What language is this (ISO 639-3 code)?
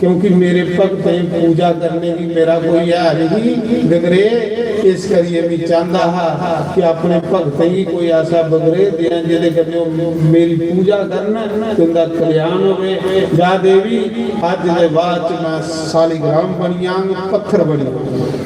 doi